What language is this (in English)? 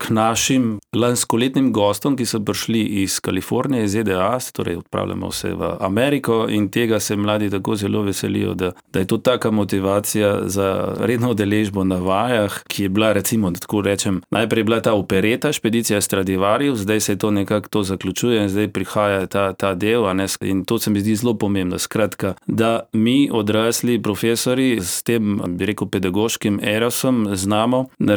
Slovenian